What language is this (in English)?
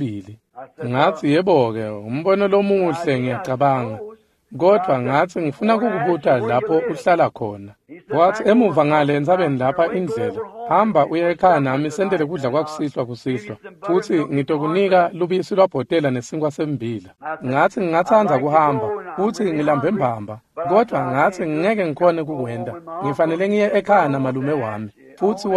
Swati